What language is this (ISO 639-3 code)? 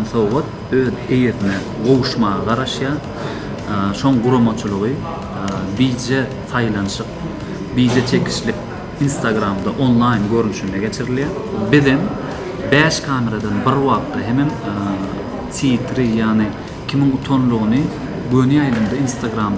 tuk